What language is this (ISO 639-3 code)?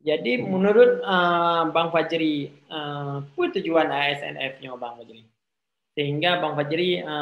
ace